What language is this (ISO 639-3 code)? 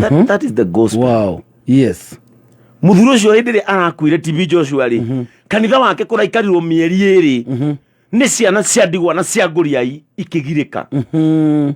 kik